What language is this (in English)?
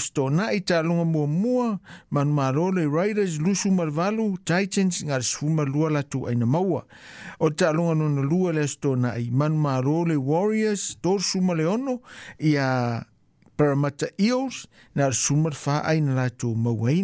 Samoan